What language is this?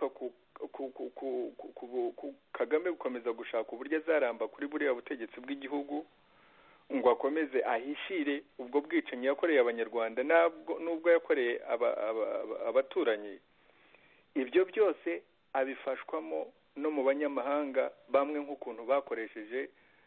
Kinyarwanda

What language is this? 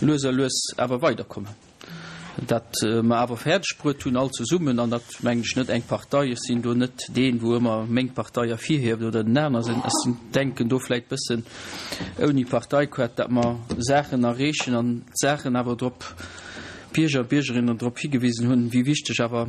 Luxembourgish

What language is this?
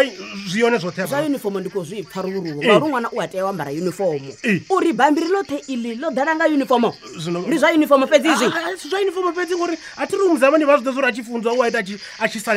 Venda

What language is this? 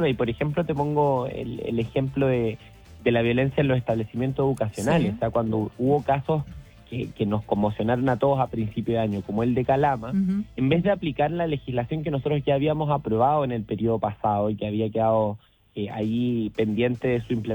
Spanish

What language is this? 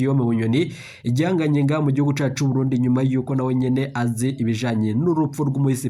Rundi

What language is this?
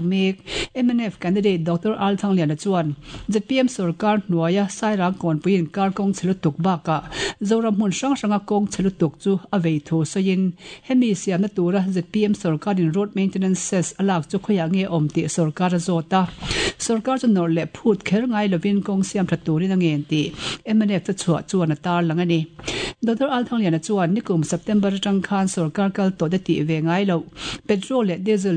Mizo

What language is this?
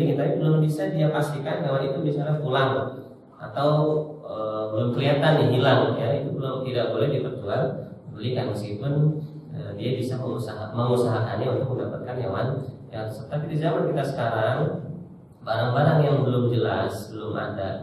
Indonesian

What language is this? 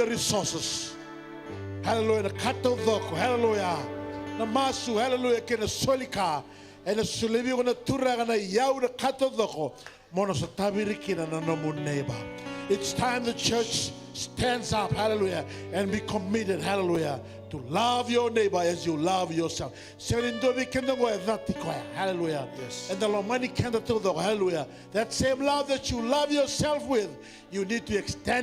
Fijian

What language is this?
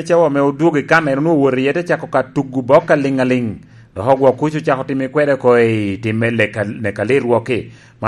Lango (Uganda)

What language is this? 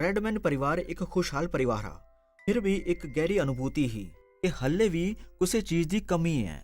Dogri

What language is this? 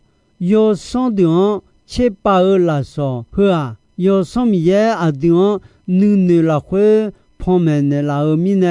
Akha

